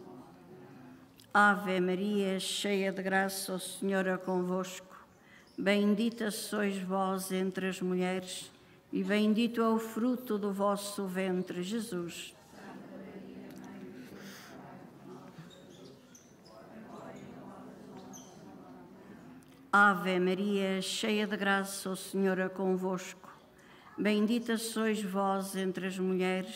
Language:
Portuguese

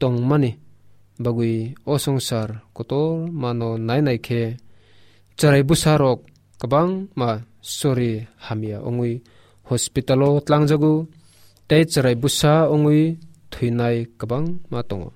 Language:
Kok Borok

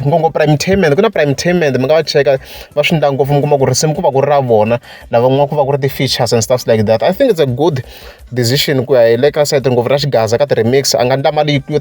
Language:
Tsonga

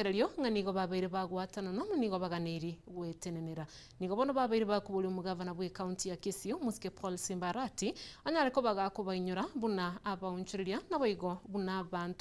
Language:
Gusii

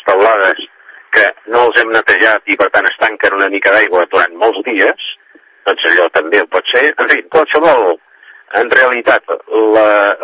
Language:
Catalan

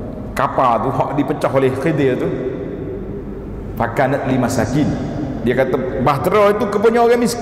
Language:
Malay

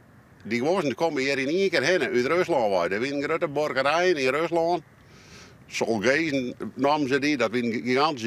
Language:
Western Frisian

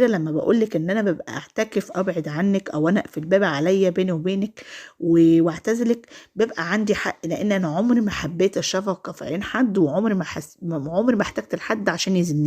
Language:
Egyptian Arabic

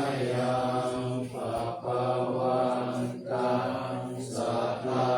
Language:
Pali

